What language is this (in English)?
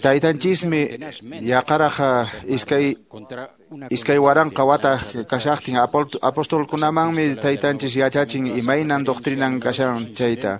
Quechua